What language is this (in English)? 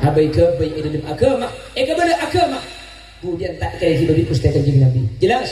Madurese